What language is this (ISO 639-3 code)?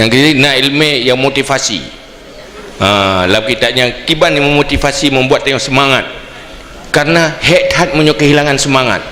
ace